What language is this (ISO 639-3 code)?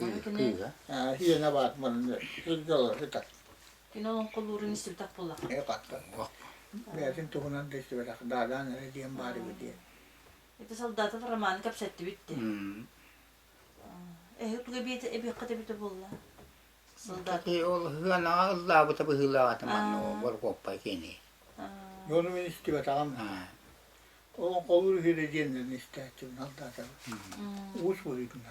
sah